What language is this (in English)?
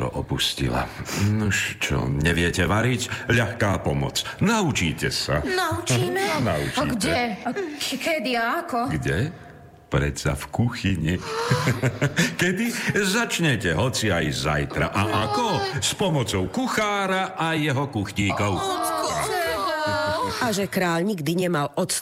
Slovak